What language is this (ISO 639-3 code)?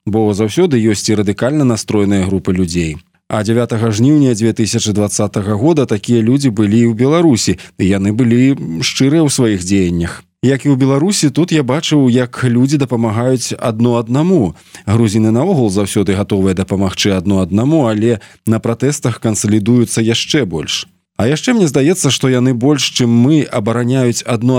bel